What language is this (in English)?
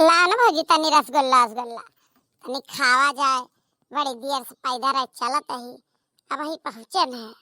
Awadhi